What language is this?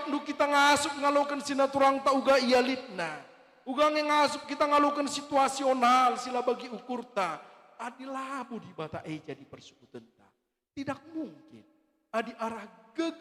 Batak Karo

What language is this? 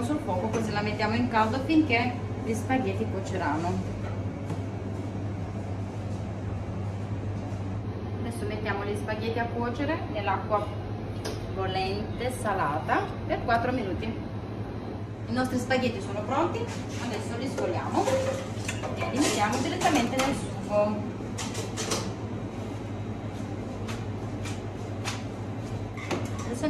Italian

